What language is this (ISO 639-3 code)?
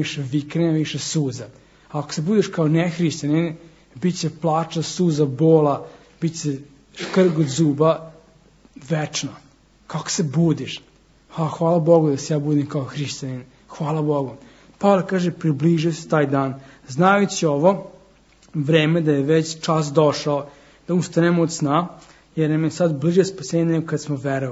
srp